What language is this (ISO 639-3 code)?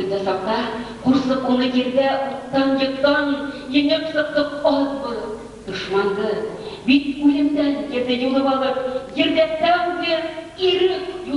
bak